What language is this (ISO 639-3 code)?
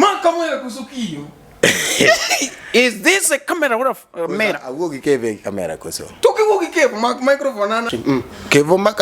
luo